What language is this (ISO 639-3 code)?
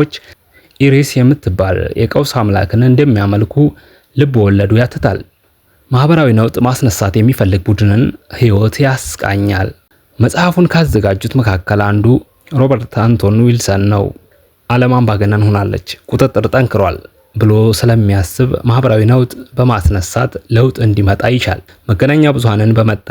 amh